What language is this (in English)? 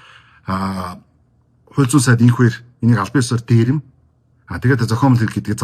Mongolian